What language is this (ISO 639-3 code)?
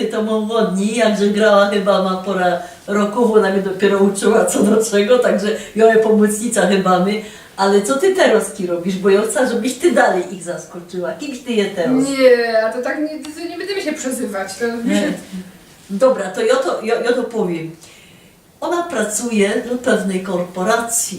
szl